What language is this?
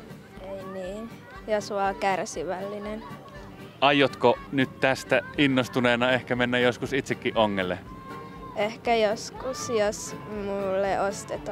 Finnish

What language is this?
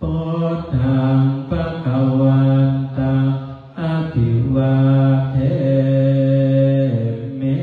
Pali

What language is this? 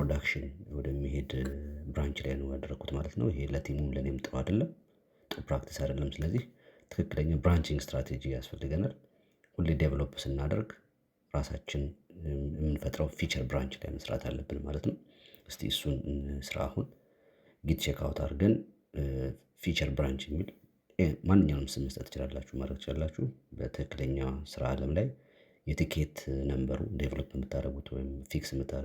Amharic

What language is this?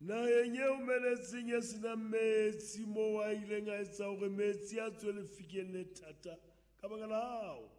Southern Sotho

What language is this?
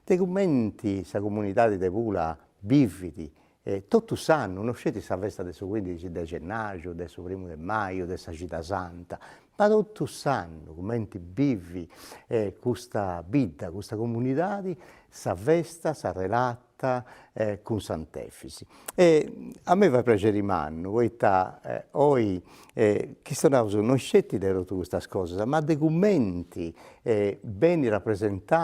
Sardinian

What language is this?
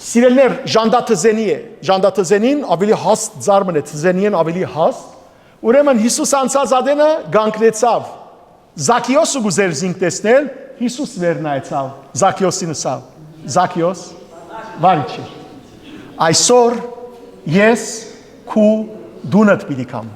Western Armenian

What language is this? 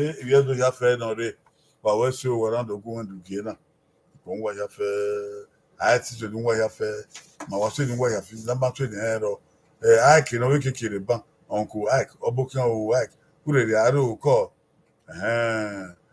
Bini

